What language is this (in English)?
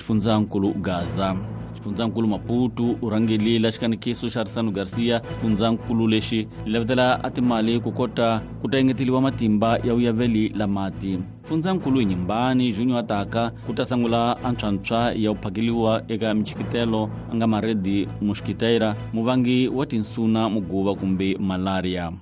Tsonga